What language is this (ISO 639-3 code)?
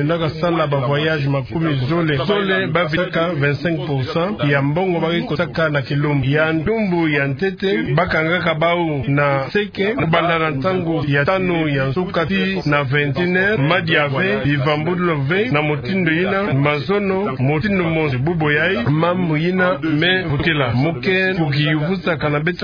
ktu